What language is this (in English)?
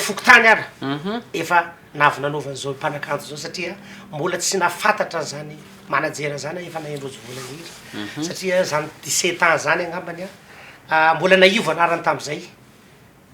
Malagasy